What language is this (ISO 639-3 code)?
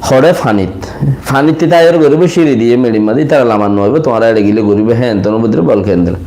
rhg